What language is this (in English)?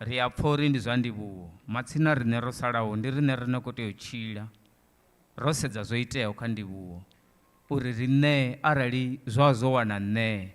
Venda